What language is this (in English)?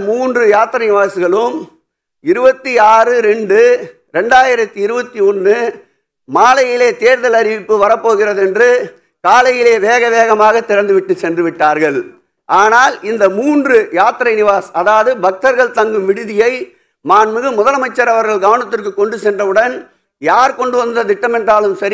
Tamil